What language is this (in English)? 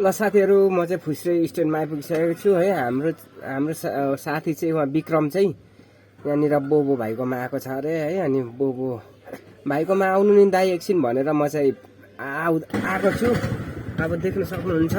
Nepali